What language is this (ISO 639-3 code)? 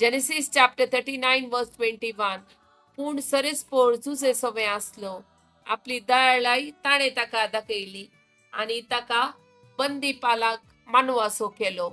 kok